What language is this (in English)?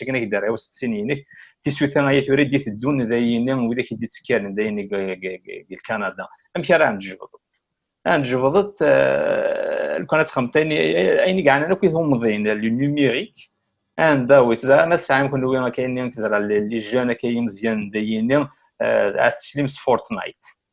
Kabyle